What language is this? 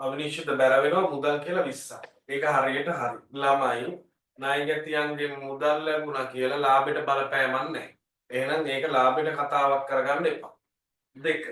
Sinhala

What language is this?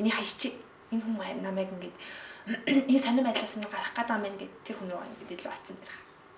Mongolian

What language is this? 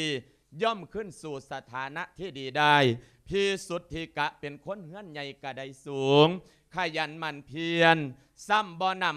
Lao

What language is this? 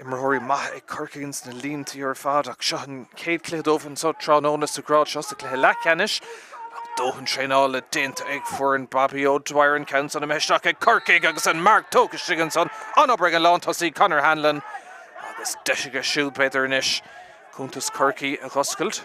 Irish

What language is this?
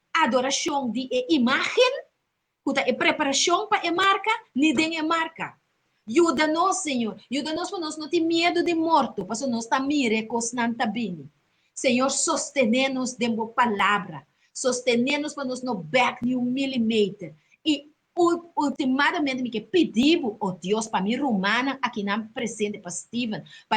Papiamento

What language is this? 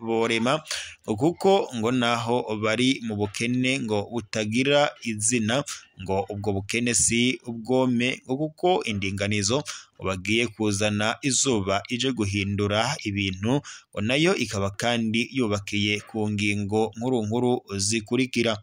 Rundi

